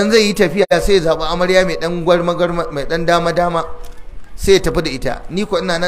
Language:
Hausa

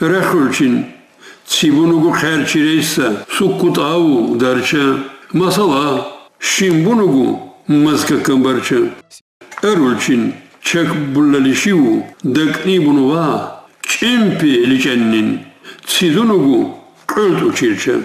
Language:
Lak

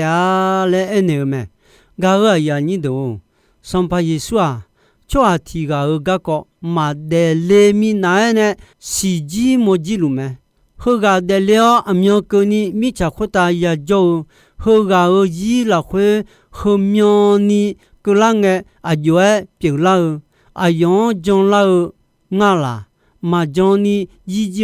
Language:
Akha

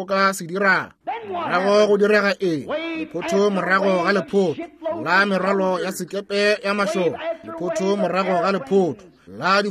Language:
Northern Sotho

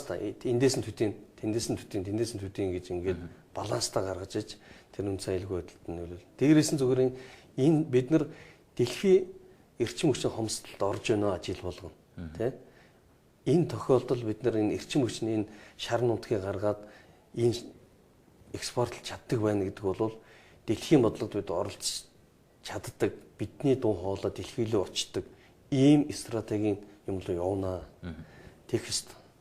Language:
Mongolian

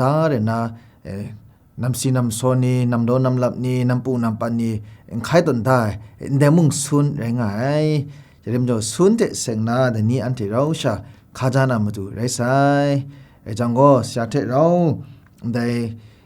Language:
Kachin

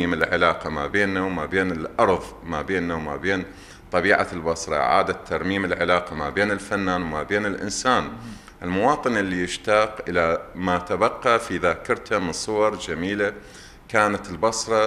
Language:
Mesopotamian Arabic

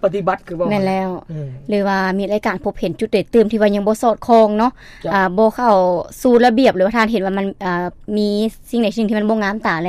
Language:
Lao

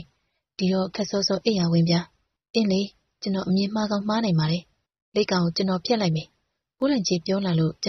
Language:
Burmese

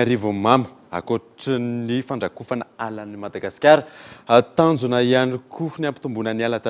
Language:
Malagasy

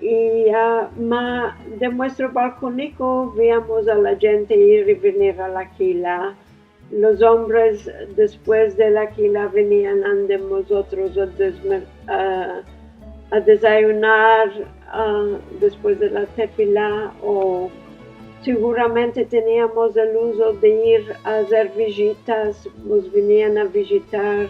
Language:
Ladino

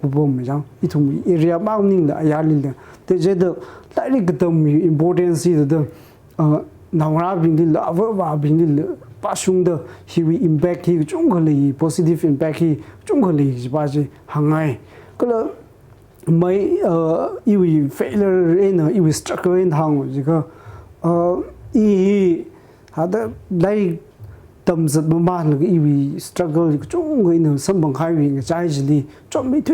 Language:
Tangkhul Naga (India)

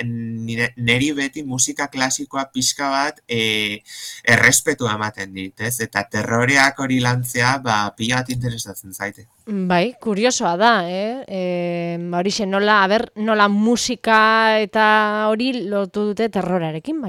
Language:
Basque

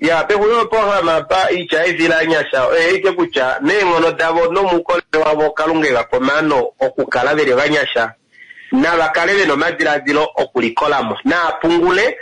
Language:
Kuanyama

